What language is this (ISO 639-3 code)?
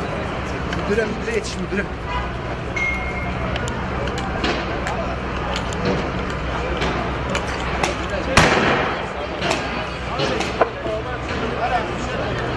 tur